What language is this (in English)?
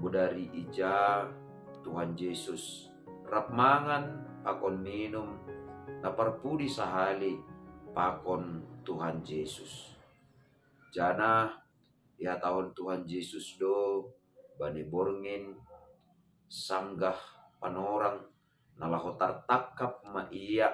Batak Simalungun